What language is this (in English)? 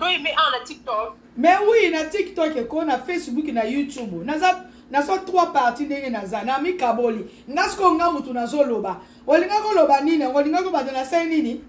Lingala